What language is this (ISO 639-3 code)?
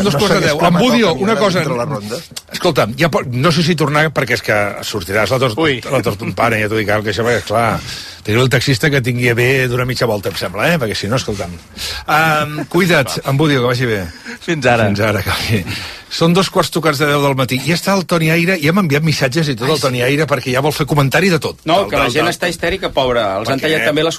cat